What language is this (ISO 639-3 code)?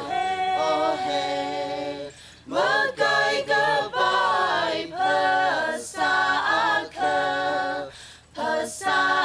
nmf